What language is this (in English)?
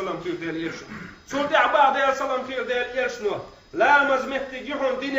Chechen